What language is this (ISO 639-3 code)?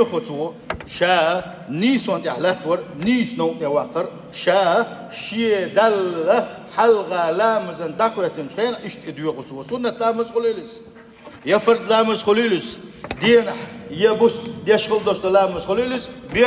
che